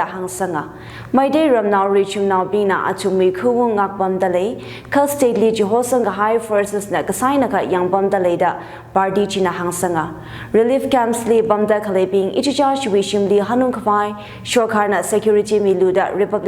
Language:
Tangkhul Naga (India)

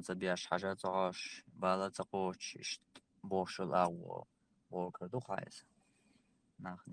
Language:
Chechen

